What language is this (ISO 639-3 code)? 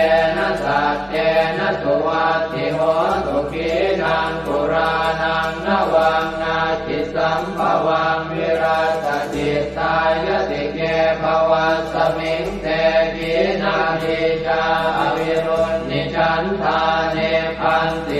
pli